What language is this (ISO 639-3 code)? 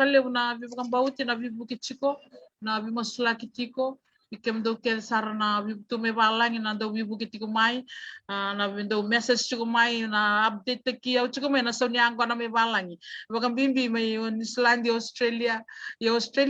fij